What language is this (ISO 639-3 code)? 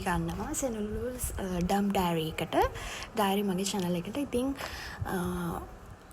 sin